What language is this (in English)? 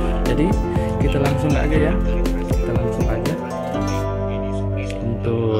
Indonesian